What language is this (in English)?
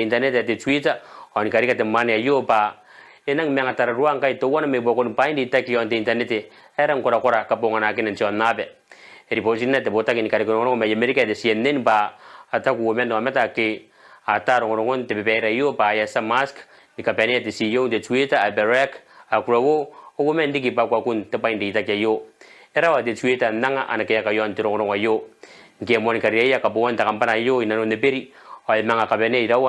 Gilbertese